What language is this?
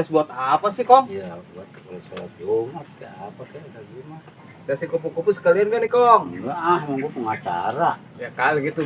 Betawi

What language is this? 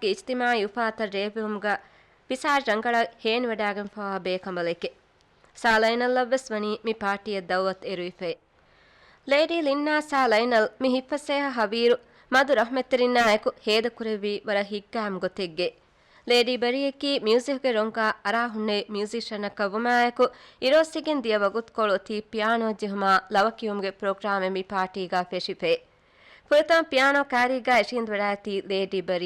Divehi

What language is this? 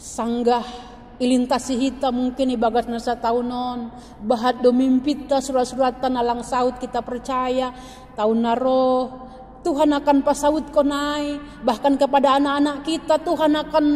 Batak Simalungun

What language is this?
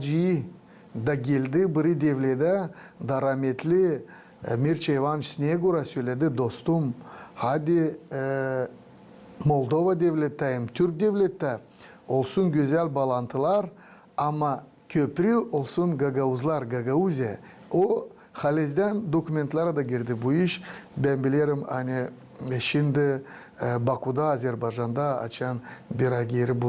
Gagauz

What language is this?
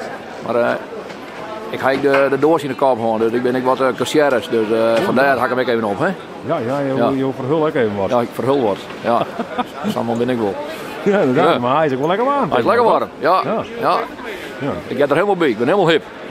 Western Frisian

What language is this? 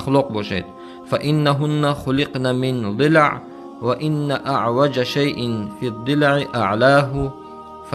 Tajik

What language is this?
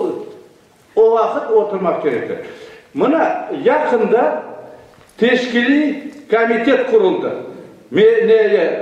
Crimean Tatar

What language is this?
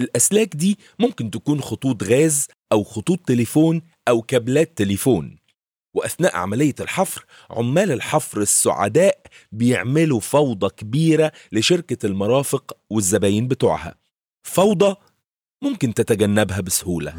Egyptian Arabic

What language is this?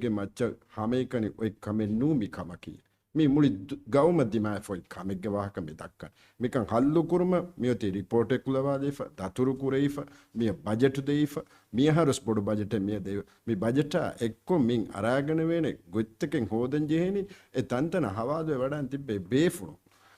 Divehi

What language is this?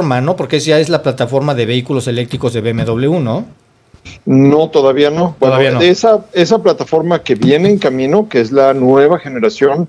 Spanish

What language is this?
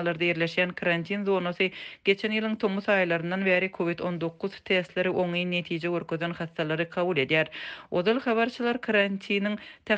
Turkmen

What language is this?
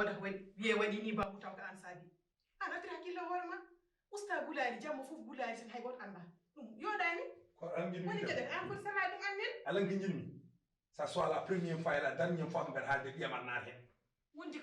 Fula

